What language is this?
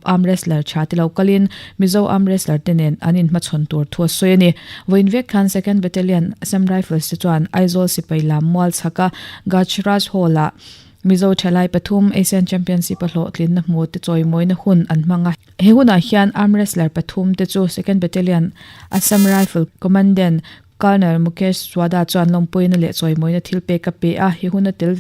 Mizo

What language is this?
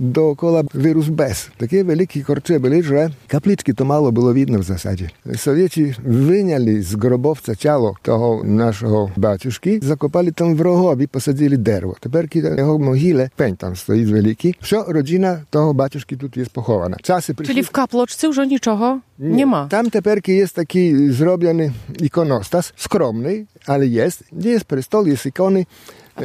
Belarusian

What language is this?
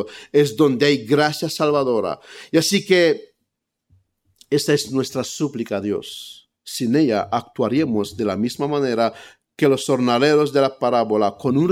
Spanish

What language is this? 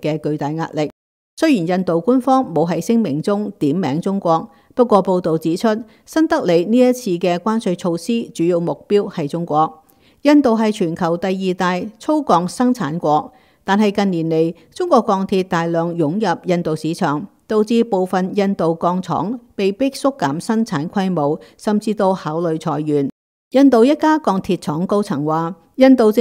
Cantonese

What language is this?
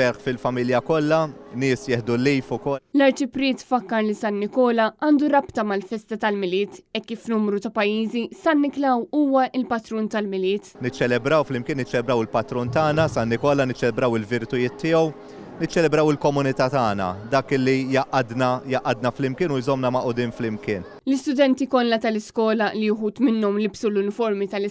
Maltese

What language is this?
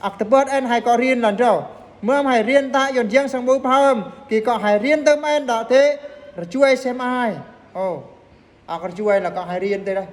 Eastern Bru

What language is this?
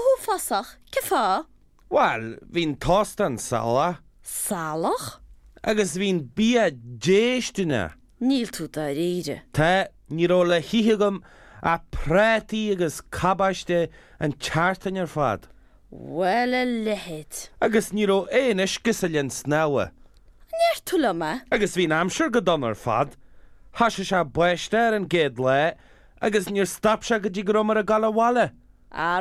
Irish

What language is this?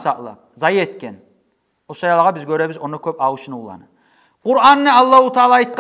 Kumyk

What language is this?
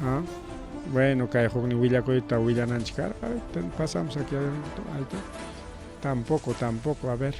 Ayacucho Quechua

